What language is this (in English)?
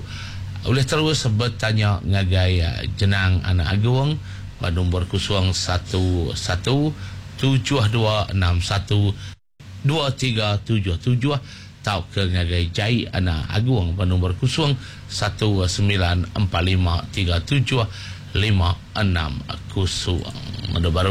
Iban